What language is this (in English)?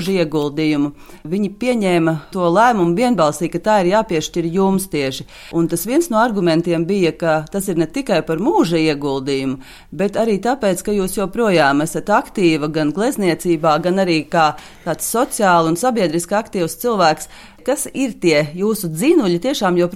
Latvian